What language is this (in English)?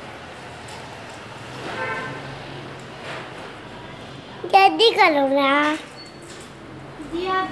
Hindi